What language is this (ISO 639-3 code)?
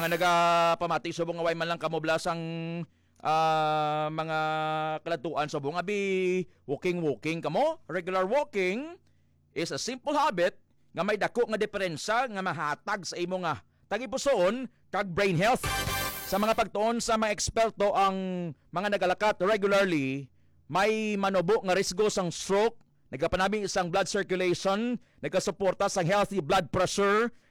hil